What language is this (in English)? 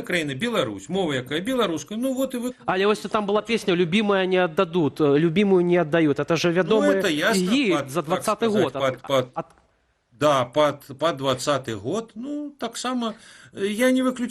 Belarusian